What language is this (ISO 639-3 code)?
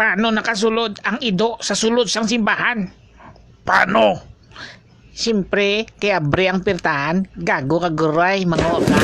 hil